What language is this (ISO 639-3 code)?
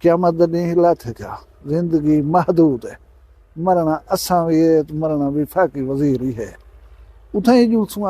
skr